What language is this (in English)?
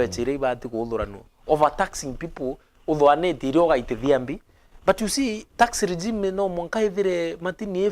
Meru